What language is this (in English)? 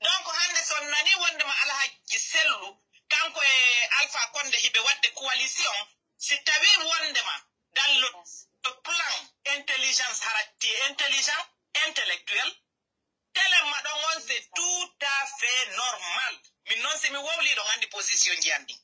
Fula